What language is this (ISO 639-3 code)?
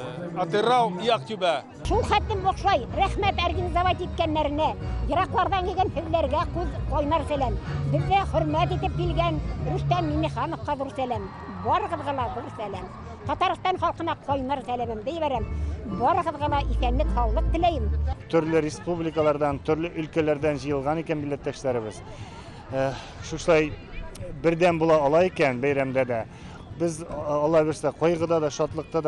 tat